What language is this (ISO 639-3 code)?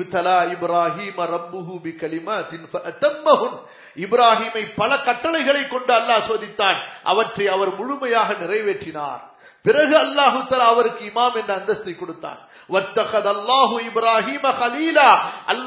tam